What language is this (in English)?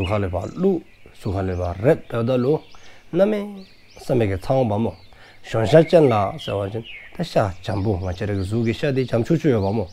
Dzongkha